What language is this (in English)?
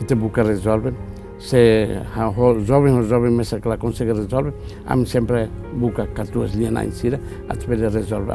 Tetum